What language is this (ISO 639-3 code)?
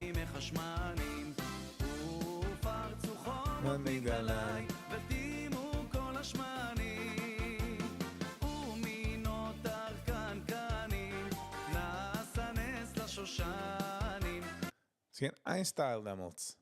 yid